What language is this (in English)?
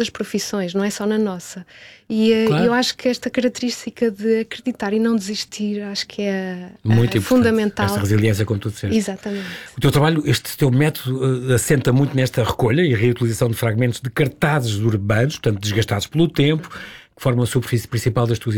Portuguese